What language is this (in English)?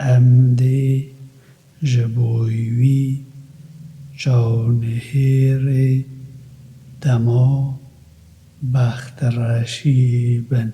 Kurdish